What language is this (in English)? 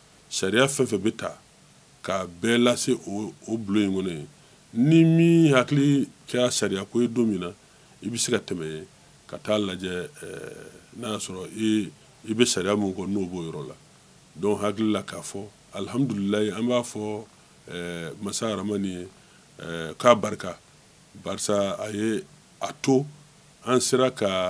Bambara